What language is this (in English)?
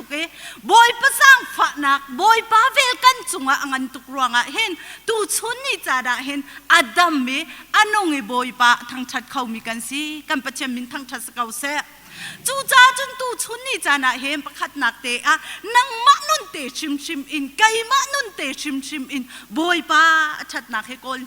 Hakha Chin